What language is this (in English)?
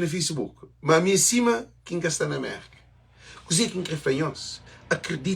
Kabuverdianu